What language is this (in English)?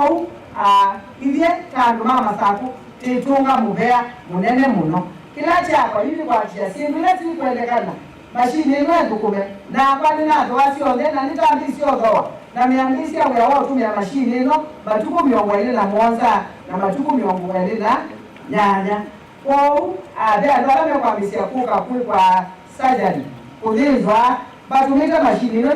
Kamba